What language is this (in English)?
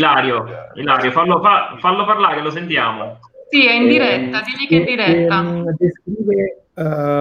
Italian